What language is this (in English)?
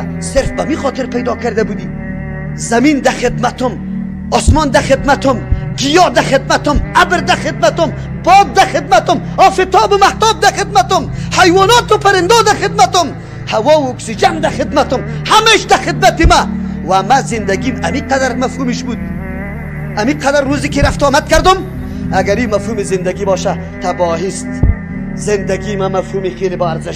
Persian